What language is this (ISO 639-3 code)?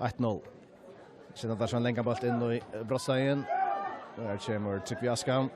fao